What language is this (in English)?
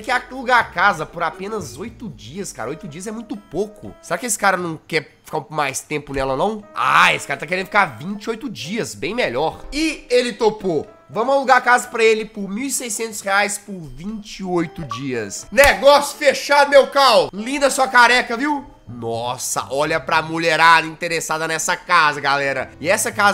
Portuguese